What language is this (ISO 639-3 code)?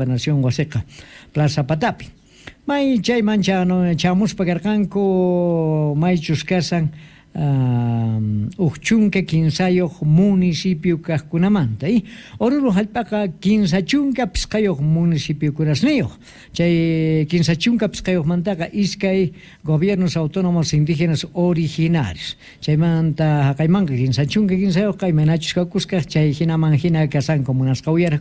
que